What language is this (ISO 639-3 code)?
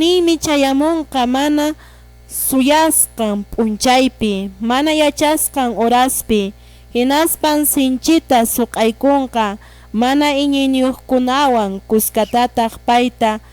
que